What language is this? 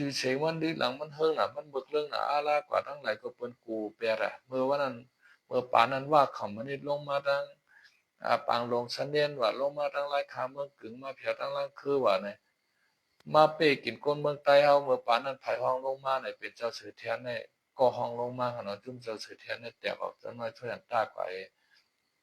Shan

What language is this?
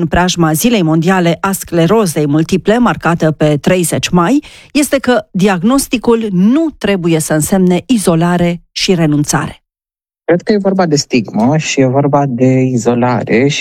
Romanian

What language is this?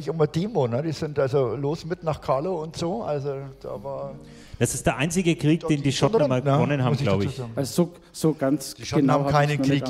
German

